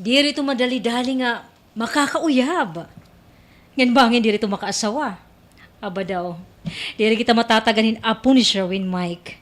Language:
Waray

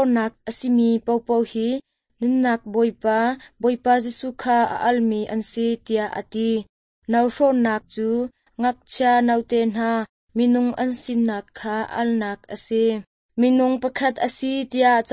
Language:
Hakha Chin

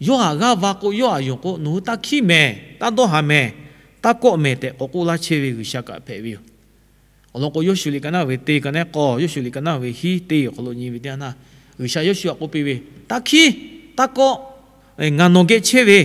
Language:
Lahu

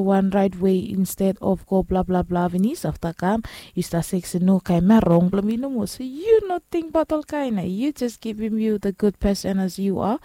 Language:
Bislama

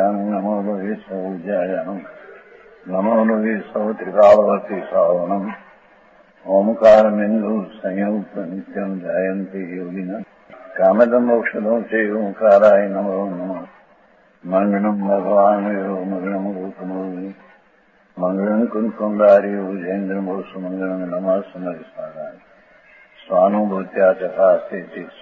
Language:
Gujarati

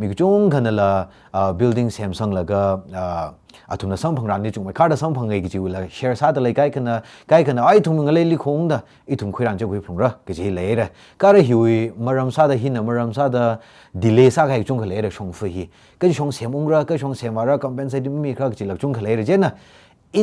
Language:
Tangkhul Naga (India)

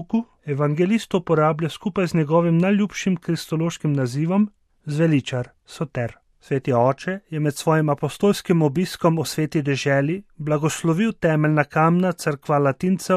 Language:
Slovenian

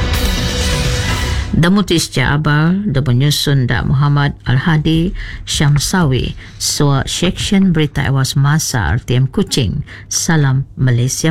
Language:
Malay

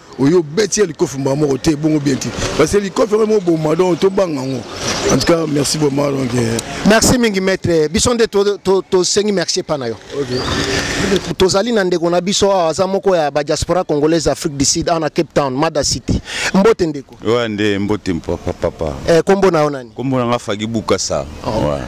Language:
Lingala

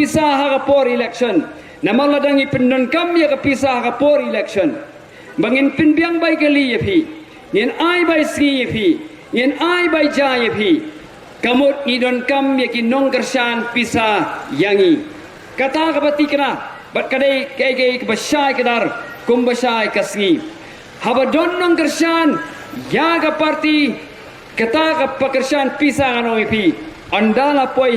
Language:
Khasi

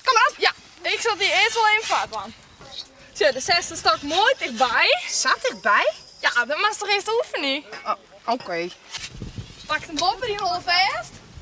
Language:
Western Frisian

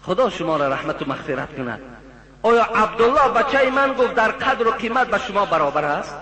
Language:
Tajik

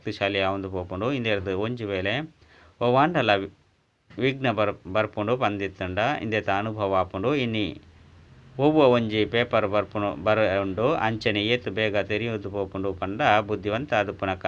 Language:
Tulu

